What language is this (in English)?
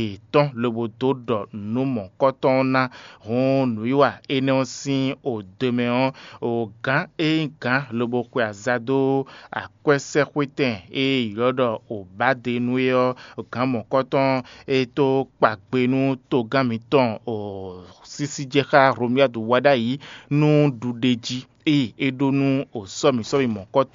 Fon